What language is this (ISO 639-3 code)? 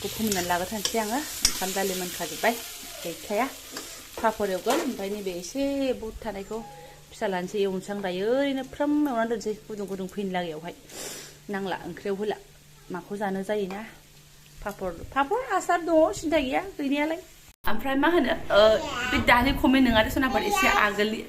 brx